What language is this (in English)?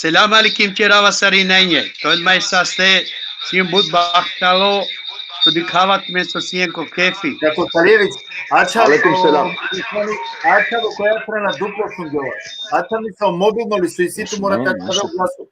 Balkan Romani